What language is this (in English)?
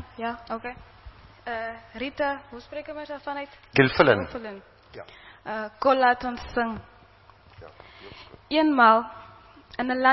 Afrikaans